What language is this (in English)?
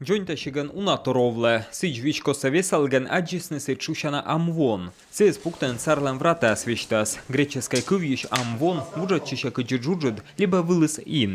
Komi